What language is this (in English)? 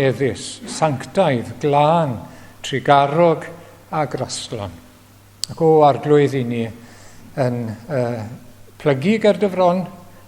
Welsh